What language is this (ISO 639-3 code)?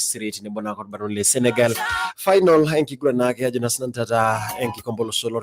mas